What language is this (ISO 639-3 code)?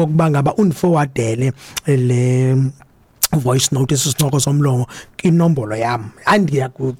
xho